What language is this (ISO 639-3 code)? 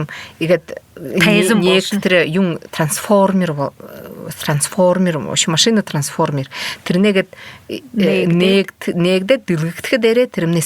bua